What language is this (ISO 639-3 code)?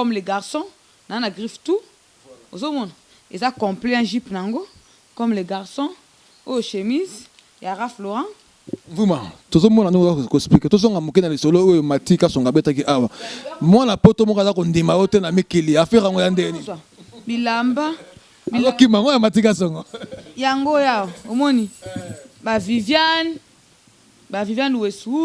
lin